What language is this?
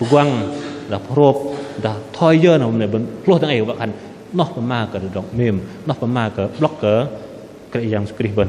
Bahnar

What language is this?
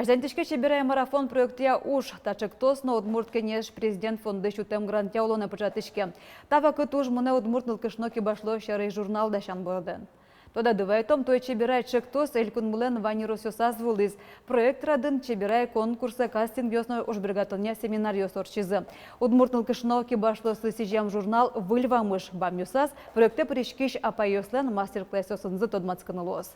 Udmurt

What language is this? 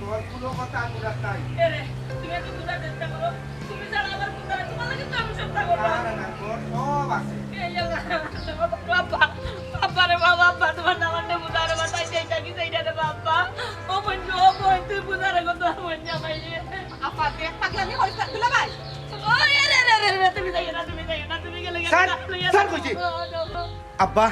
Sylheti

